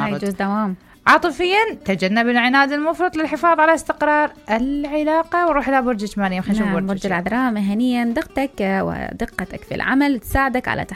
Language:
Mesopotamian Arabic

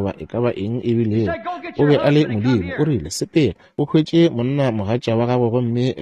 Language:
Northern Sotho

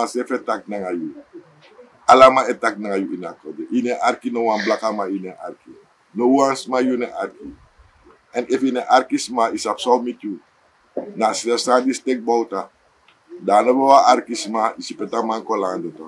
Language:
Sranan Tongo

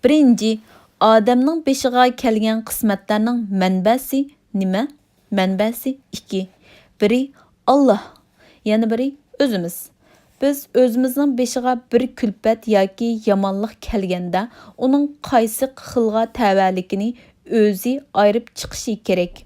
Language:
Uyghur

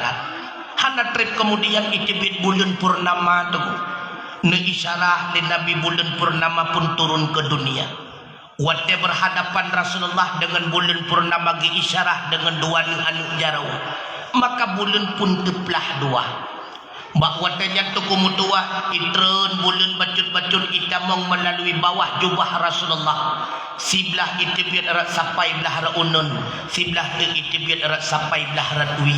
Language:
Achinese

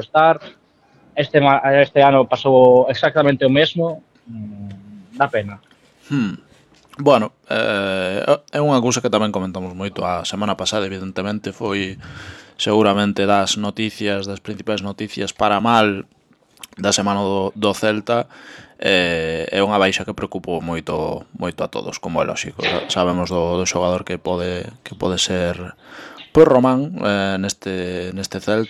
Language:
Galician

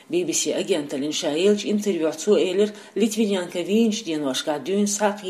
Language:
Chechen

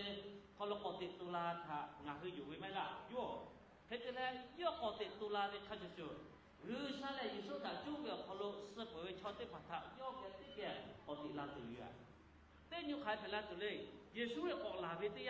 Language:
Lahu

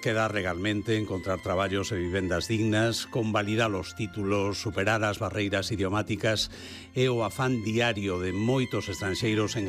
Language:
Galician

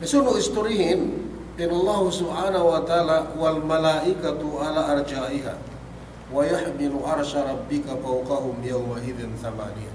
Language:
Yakan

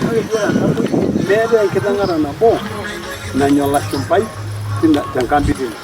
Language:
Masai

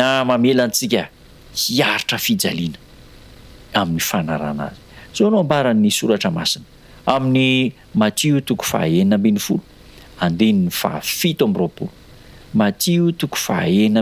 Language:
Malagasy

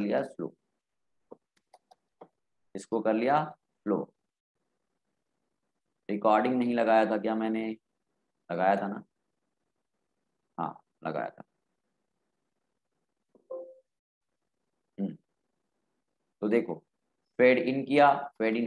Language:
Hindi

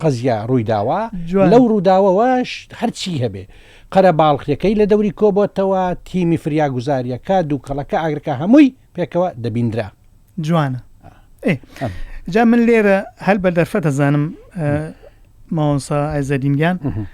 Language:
Central Kurdish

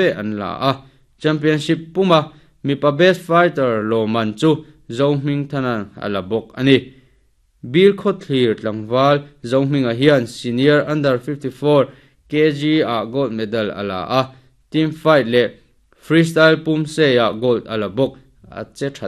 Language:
Mizo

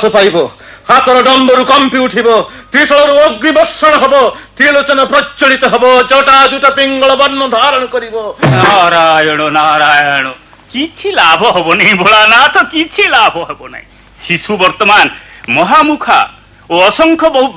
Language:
Odia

